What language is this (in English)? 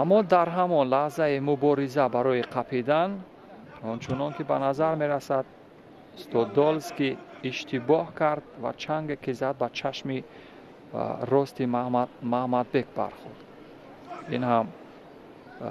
Tajik